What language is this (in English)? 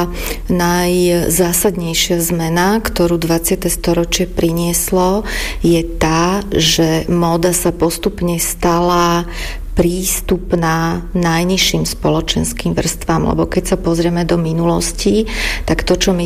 Slovak